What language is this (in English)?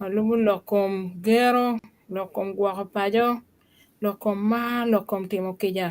Acoli